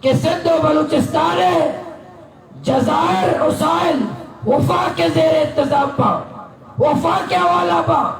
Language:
Baluchi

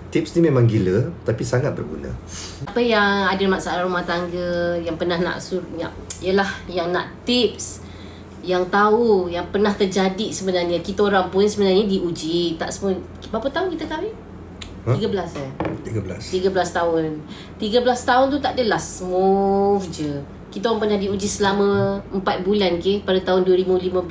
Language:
Malay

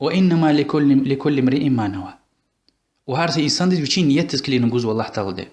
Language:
Lezghian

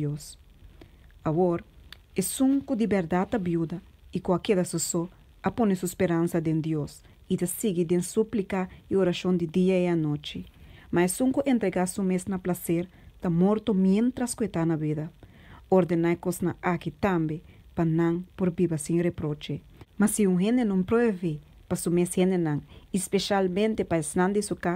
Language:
Papiamento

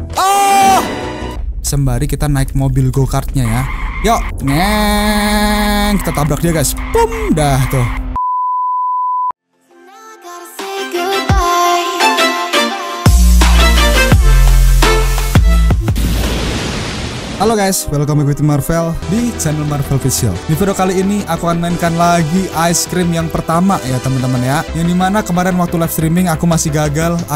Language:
Indonesian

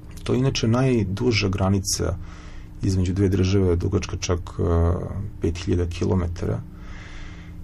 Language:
Serbian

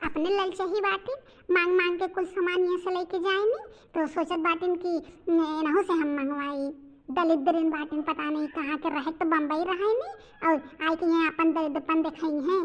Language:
Bhojpuri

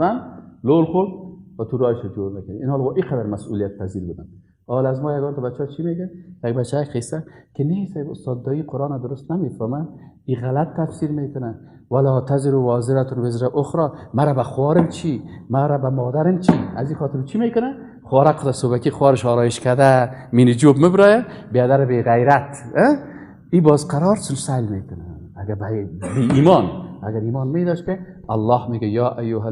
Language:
Persian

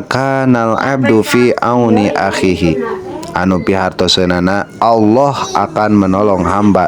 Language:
Sundanese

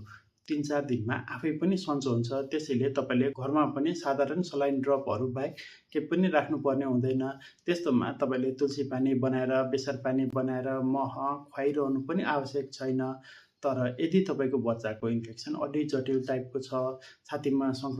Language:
Nepali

